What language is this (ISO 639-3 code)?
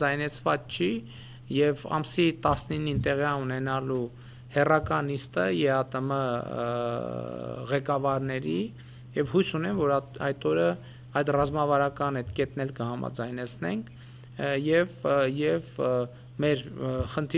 hye